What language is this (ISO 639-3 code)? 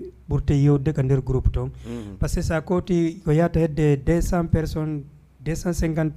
ful